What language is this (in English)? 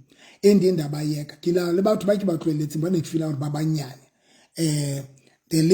Southern Sotho